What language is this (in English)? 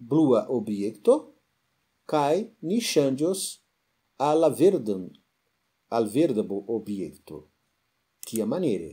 Esperanto